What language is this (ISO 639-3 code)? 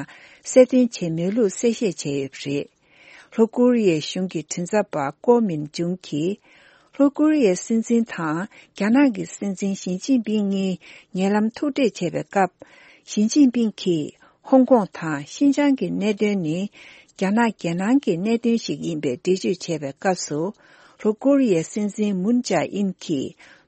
bod